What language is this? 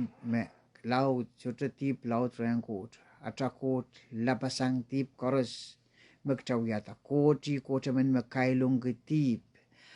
Pohnpeian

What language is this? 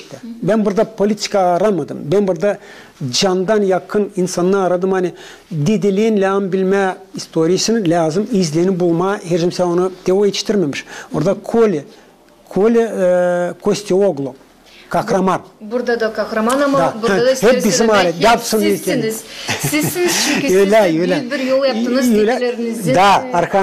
Gagauz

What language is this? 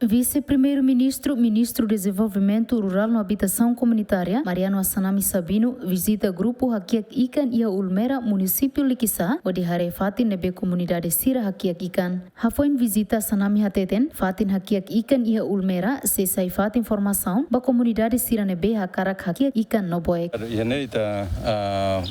Tetum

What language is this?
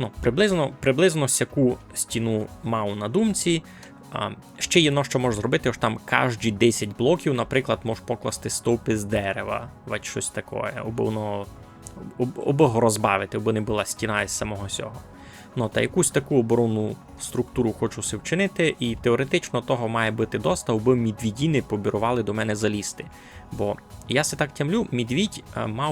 Rusyn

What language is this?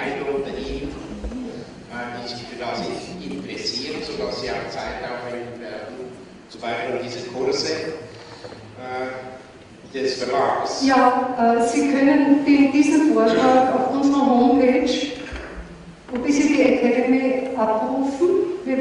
German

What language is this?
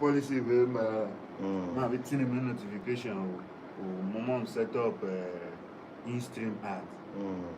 Tiv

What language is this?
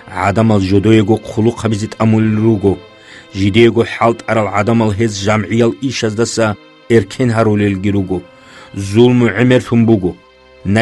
Avaric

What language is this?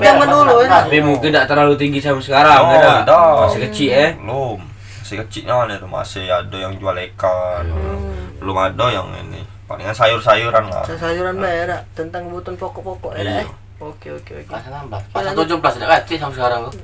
Musi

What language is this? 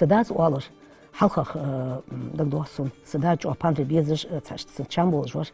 Ingush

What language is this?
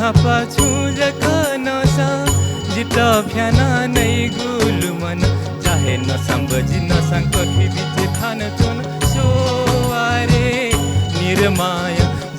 Newari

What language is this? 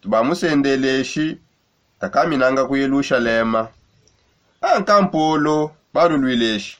Songe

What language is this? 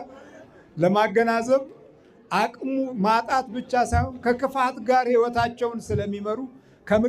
Amharic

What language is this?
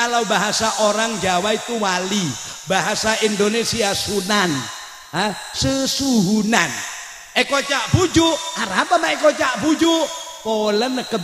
Madurese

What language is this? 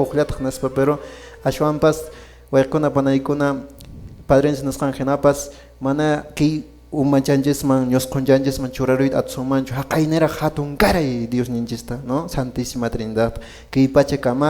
Quechua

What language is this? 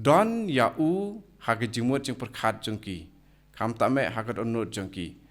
Khasi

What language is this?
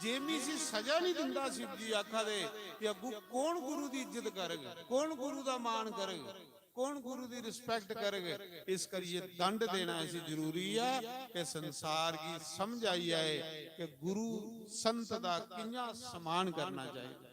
Dogri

